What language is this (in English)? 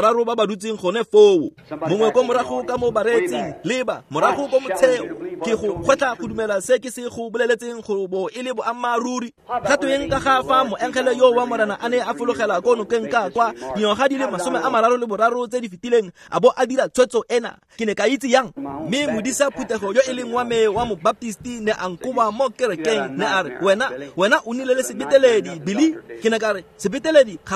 Tswana